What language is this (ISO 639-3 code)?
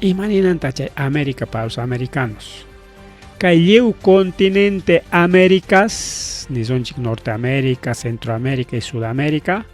quy